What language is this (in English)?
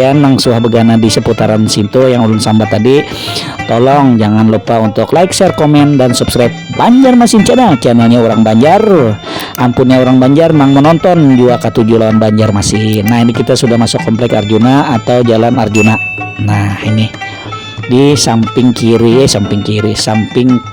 Banjar